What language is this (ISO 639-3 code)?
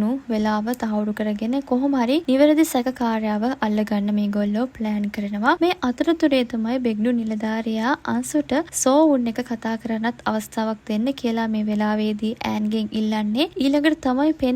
sin